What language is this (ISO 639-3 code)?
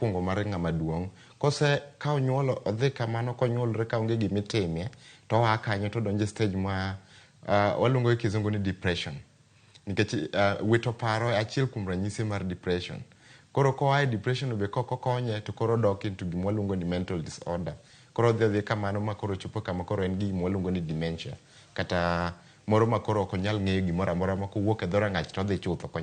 luo